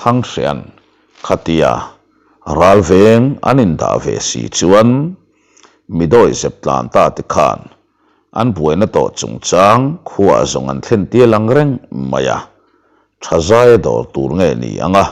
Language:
Mizo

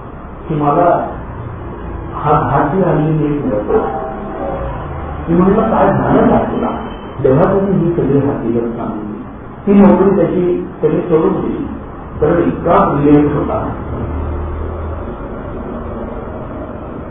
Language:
Marathi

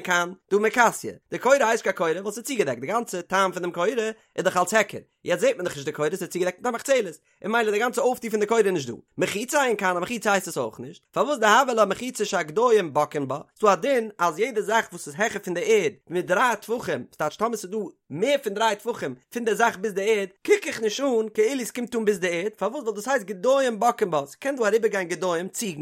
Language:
Yiddish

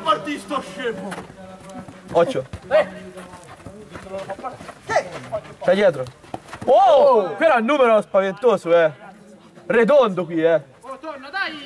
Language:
Italian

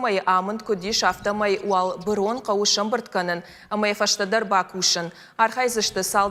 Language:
Ossetic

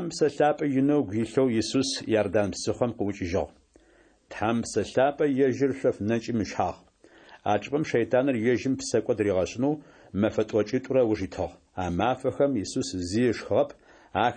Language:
Adyghe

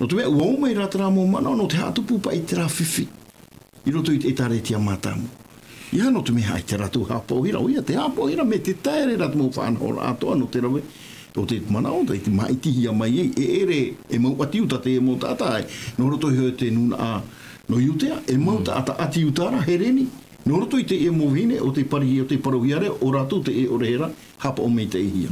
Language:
Tahitian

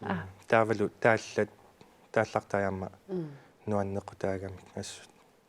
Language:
Kalaallisut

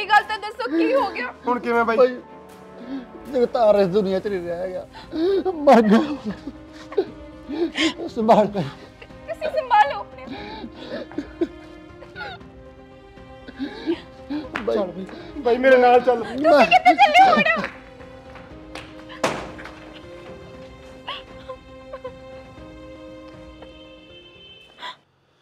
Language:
Punjabi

